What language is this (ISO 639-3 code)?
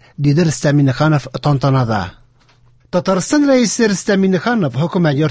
tat